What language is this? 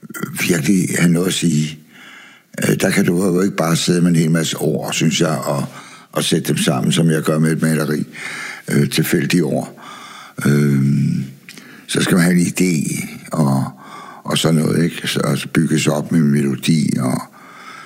Danish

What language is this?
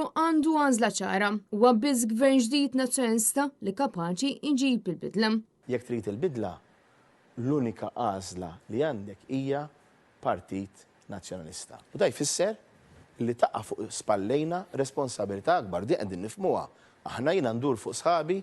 Maltese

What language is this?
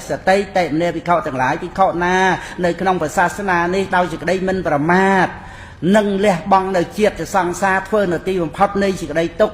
Khmer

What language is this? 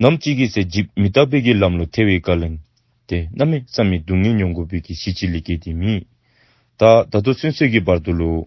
Dzongkha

